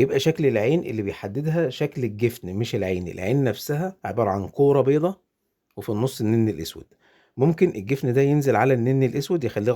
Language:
Egyptian Arabic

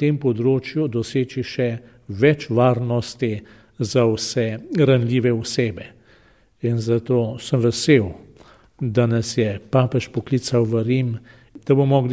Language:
Slovenian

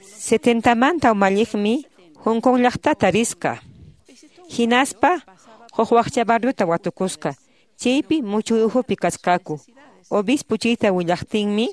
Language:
Quechua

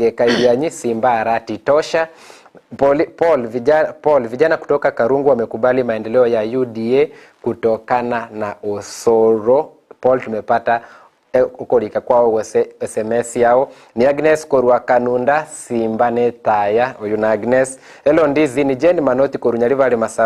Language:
Gusii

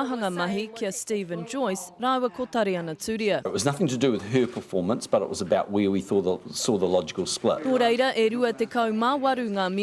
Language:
Māori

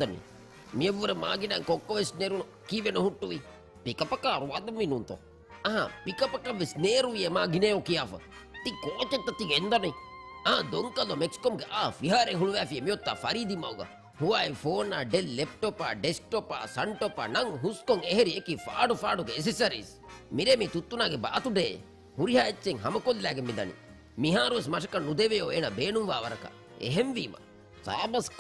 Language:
Divehi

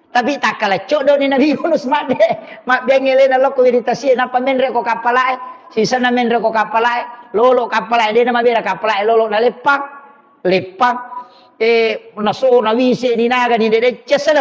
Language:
Buginese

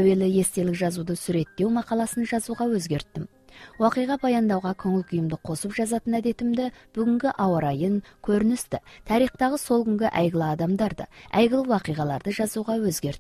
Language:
Kazakh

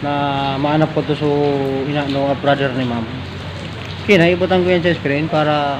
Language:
Bikol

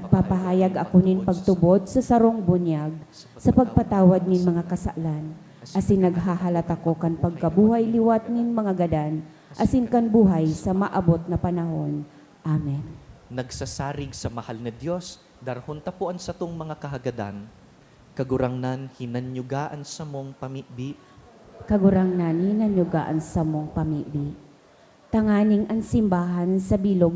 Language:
Bikol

